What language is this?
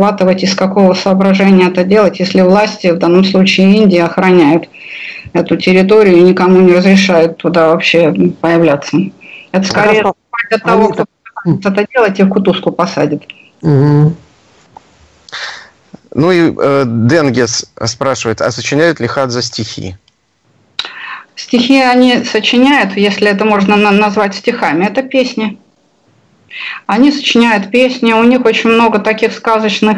Russian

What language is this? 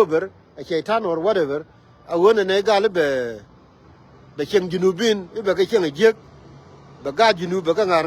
Nuer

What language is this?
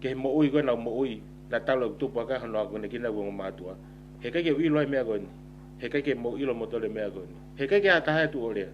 Tongan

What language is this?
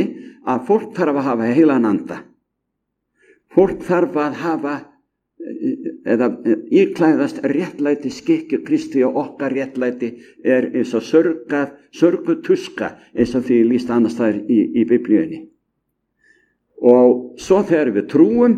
Icelandic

